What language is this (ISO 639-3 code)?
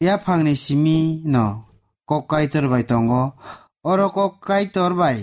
trp